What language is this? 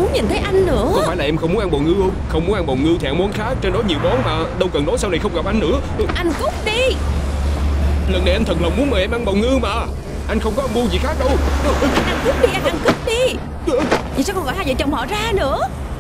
Vietnamese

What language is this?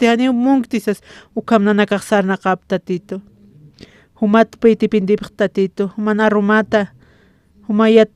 Aymara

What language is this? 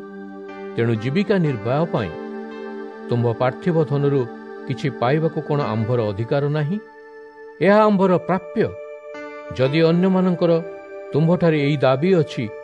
Odia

